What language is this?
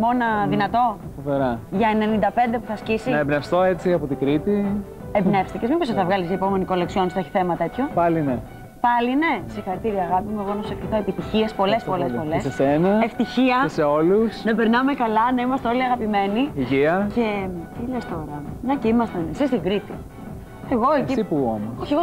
Greek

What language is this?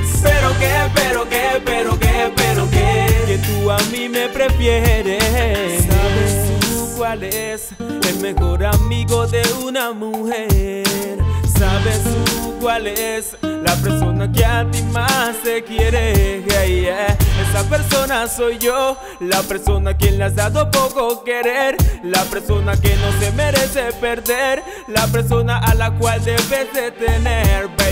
Spanish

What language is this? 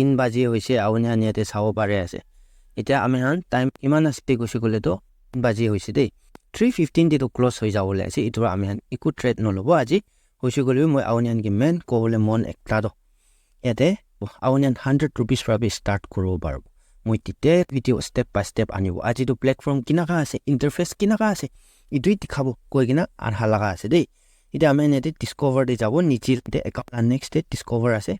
Naga Pidgin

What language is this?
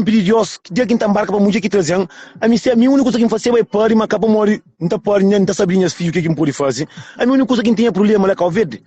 Kabuverdianu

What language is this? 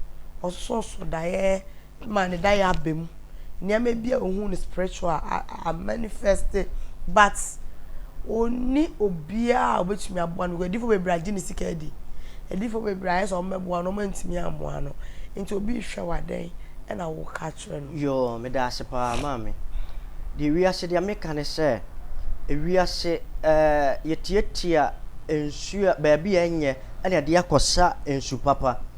Akan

